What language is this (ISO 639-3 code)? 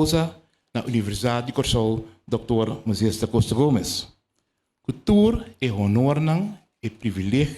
pap